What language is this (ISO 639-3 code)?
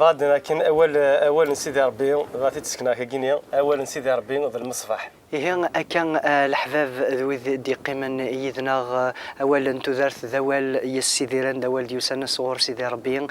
kab